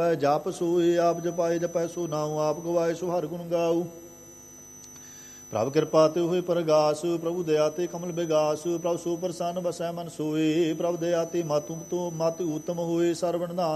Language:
Punjabi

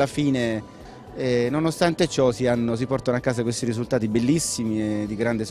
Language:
Italian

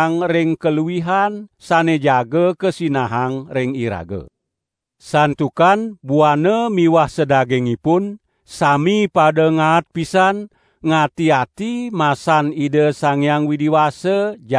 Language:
Balinese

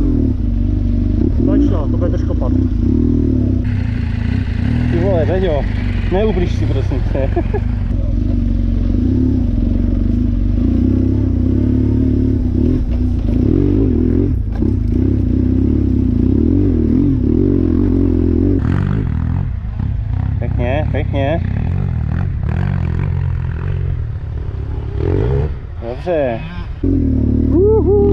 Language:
Czech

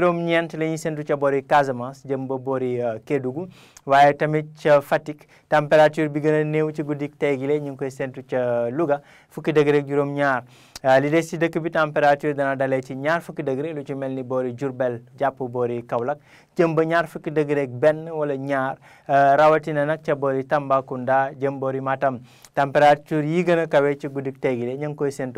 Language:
Wolof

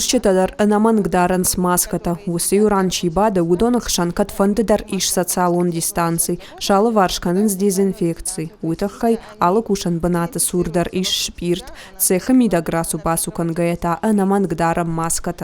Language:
Ossetic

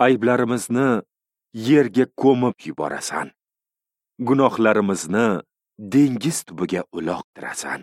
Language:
Uzbek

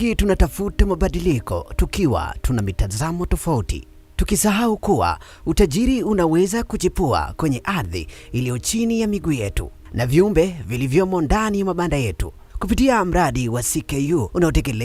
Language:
Swahili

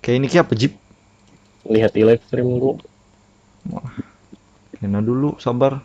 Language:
Banjar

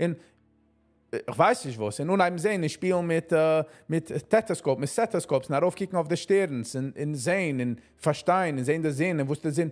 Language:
Yiddish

